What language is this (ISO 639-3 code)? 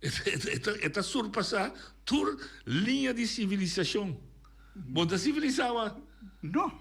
pap